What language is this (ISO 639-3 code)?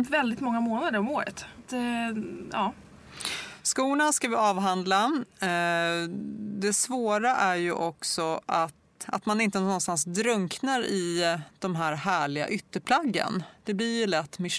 swe